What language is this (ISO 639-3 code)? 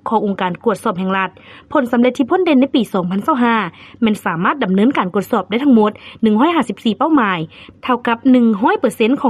lao